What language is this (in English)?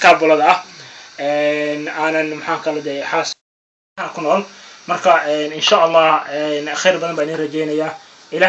Somali